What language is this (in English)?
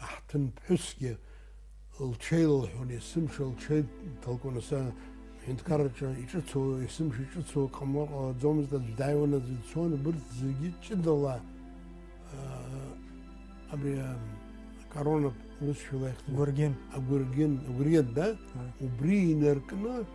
Abkhazian